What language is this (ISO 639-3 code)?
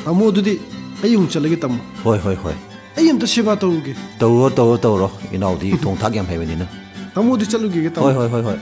mni